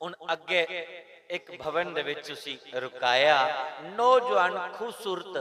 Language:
Dogri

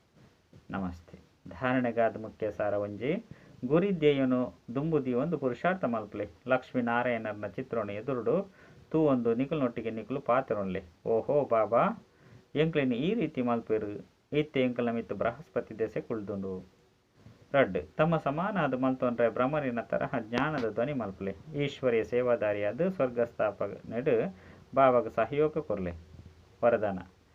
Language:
Tulu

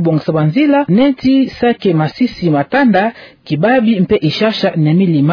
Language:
Kituba (Democratic Republic of Congo)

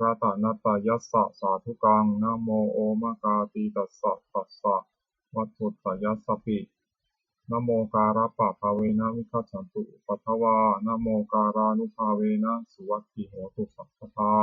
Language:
Pali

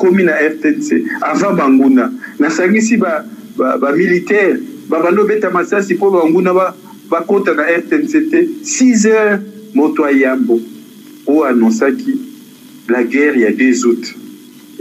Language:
Lingala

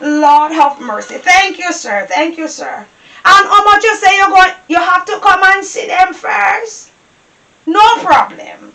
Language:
Jamaican Creole English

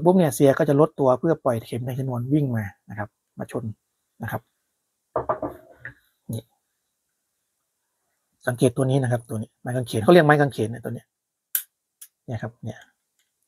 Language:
Thai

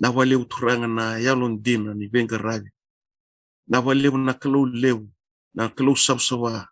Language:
Fijian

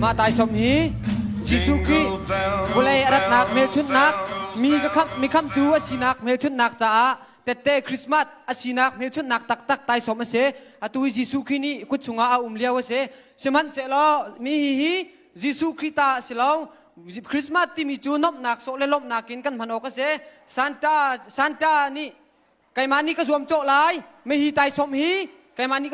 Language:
Hakha Chin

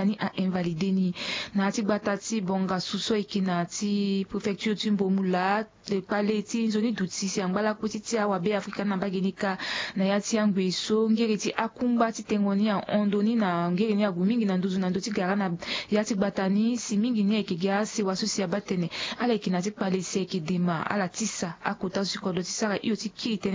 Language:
Sango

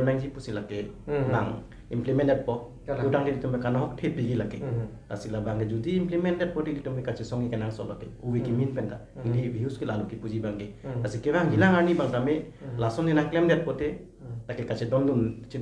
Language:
Karbi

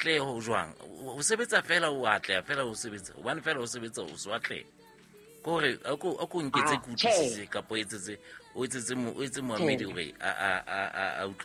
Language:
Southern Sotho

